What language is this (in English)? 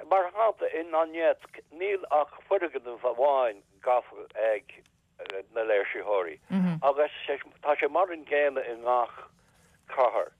Irish